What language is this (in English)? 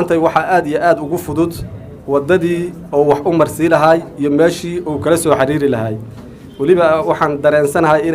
Somali